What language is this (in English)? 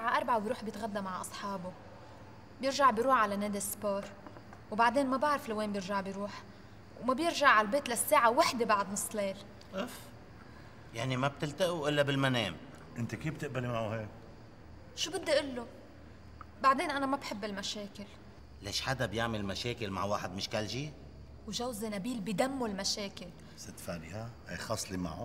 North Levantine Arabic